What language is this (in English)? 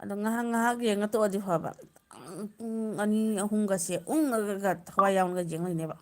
Manipuri